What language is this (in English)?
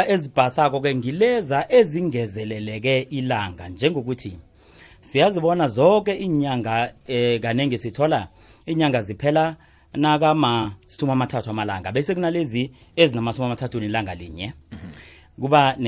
South Ndebele